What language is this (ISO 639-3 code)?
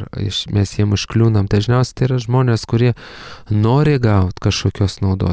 lit